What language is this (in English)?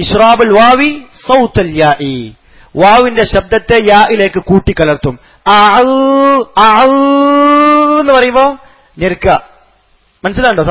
Malayalam